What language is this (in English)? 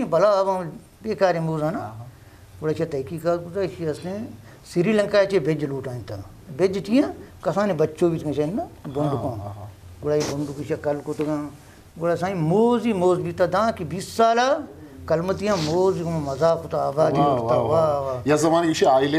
Eastern Balochi